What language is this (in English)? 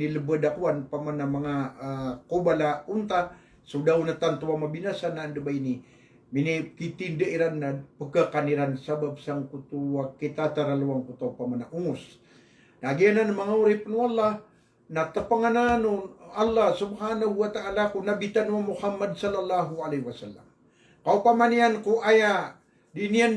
Maranao